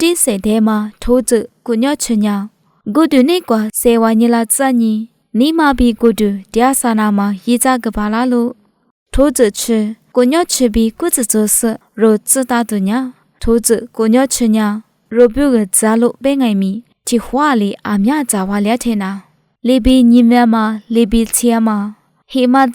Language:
Lisu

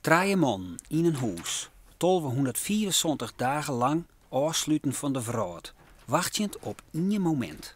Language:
Western Frisian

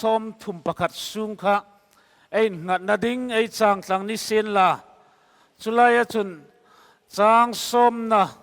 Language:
Hmar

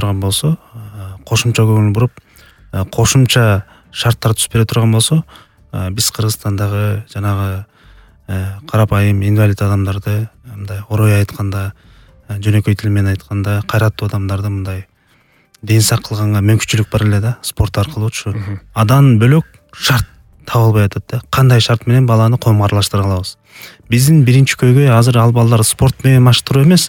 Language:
Kyrgyz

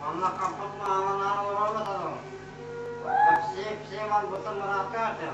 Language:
Yakut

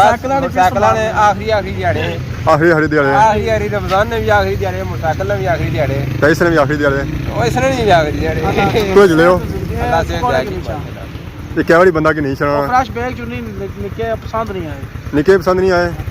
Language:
Pahari-Potwari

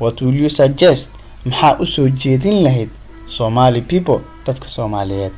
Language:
Somali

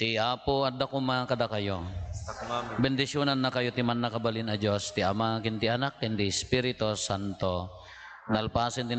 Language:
Iloko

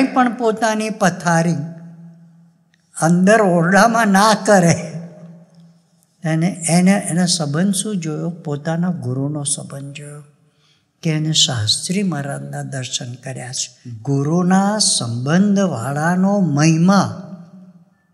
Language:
Gujarati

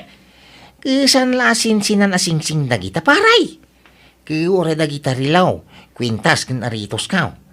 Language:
Iloko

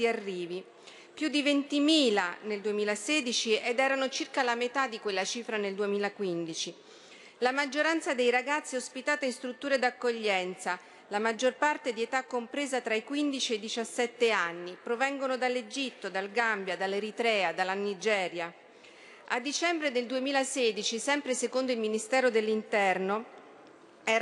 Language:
Italian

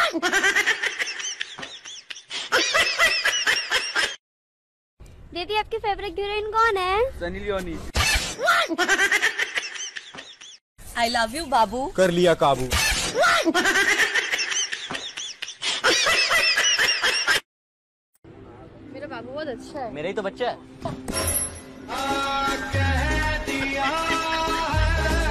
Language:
Hindi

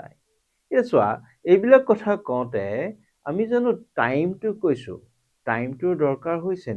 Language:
Assamese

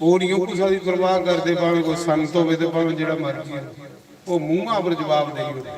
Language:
Dogri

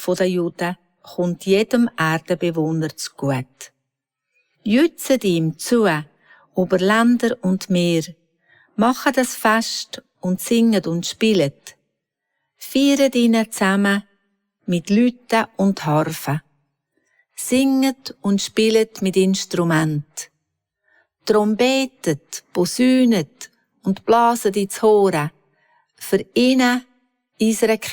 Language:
Swiss German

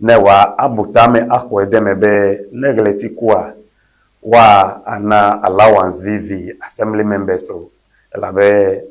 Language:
Ewe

